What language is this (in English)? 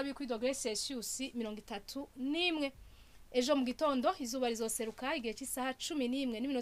Rundi